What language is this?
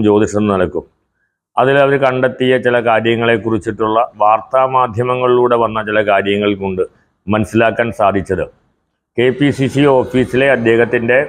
Malayalam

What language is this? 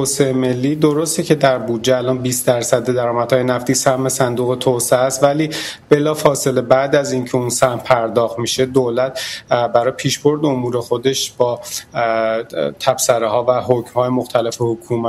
Persian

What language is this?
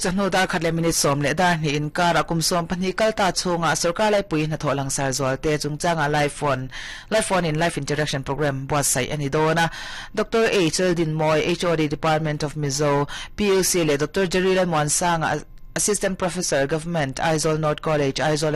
Mizo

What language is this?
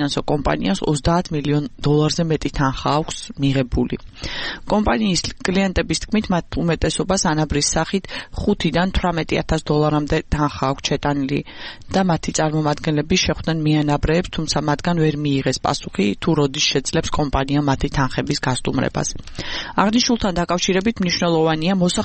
Georgian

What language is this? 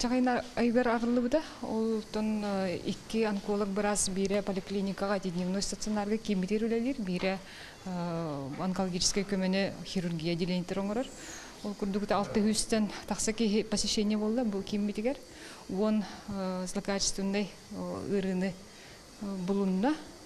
Yakut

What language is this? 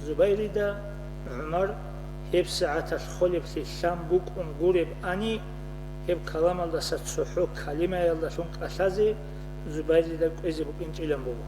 Avaric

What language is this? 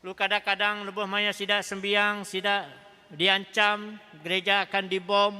Iban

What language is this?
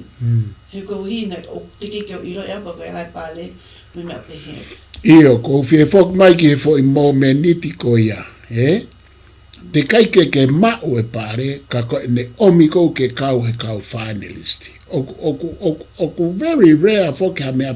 Tongan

